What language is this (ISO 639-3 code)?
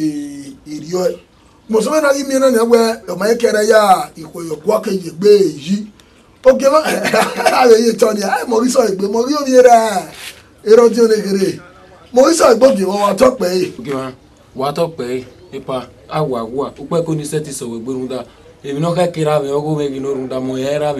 bin